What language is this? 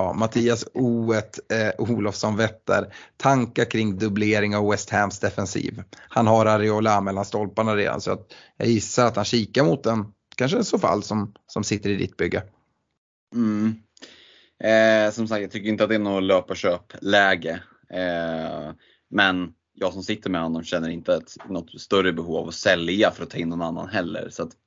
Swedish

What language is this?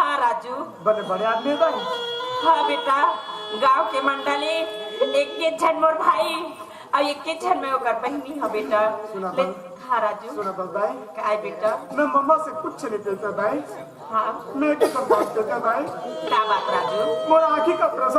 Chhattisgarhi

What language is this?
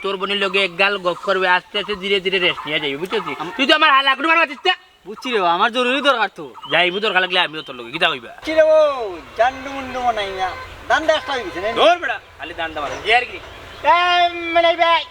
Sylheti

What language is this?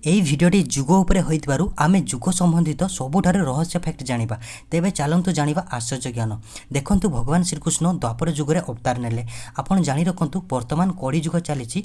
Odia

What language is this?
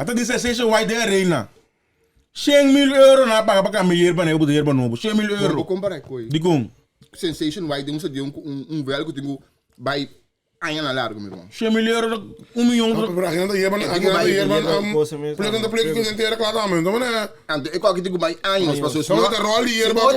Papiamento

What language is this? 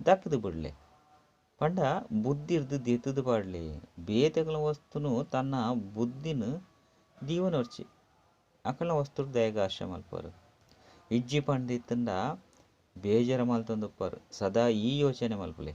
Tulu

